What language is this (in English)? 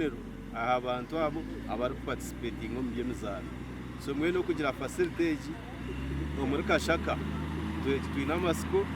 Nyankole